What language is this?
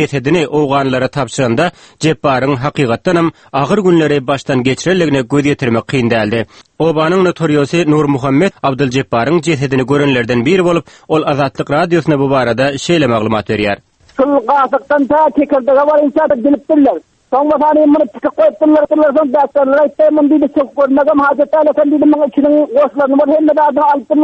Turkmen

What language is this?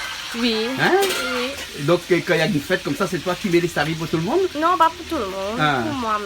Réunion Creole French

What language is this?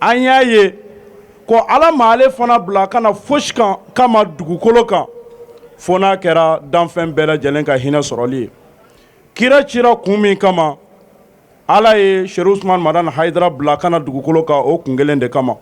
Bambara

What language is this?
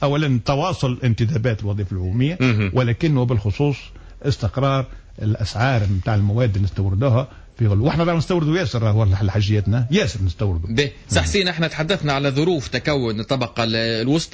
Tunisian Arabic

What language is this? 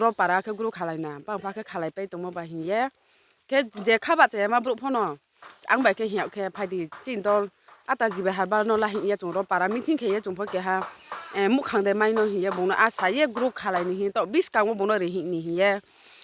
Riang (India)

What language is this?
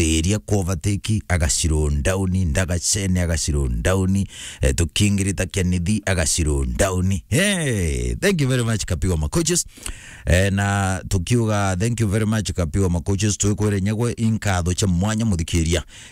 Meru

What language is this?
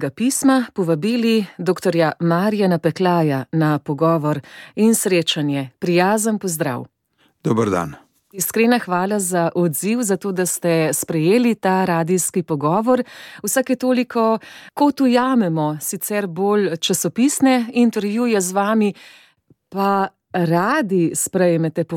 Slovenian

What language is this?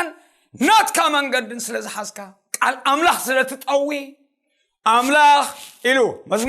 Tigrinya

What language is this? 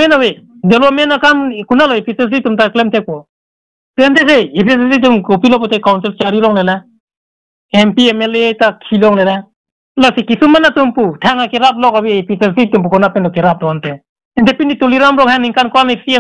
Karbi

